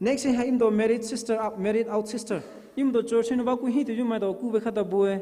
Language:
Poumei Naga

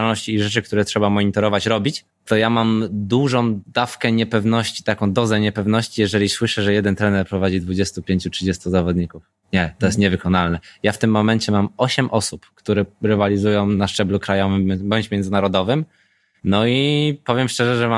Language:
Polish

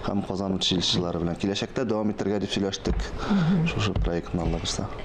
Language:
Tatar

